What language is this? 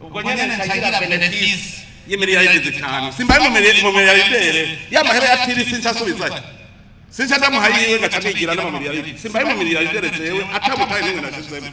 Rundi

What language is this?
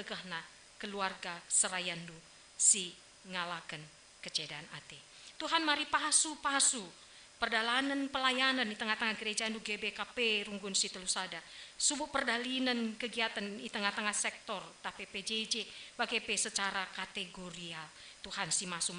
Batak Karo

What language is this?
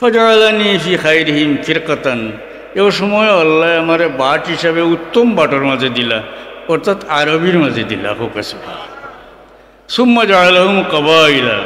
Sylheti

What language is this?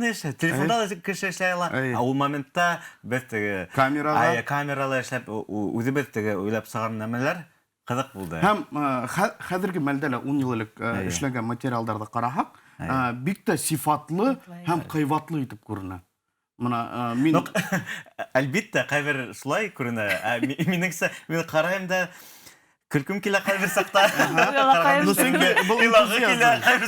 Bashkir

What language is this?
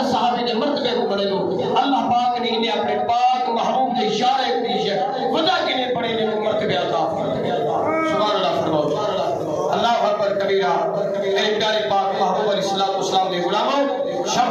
Saraiki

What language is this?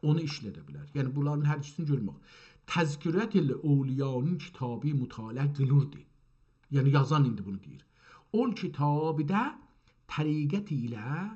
South Azerbaijani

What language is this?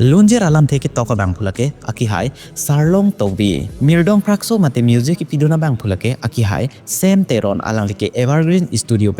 Karbi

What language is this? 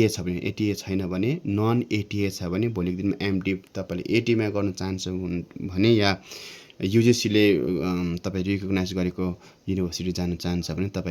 Nepali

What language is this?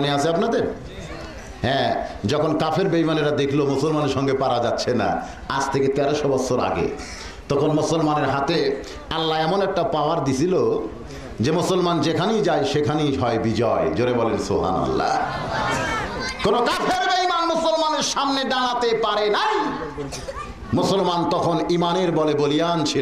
Bangla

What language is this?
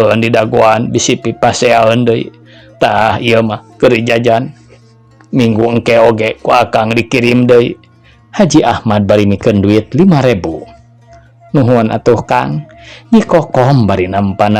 Sundanese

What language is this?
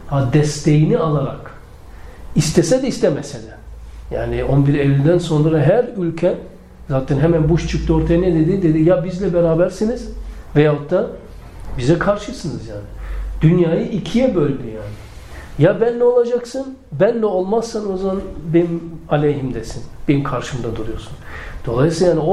Turkish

